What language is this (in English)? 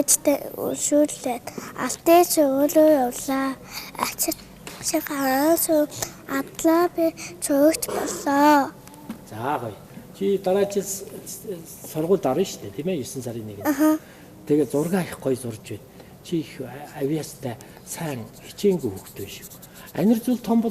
Mongolian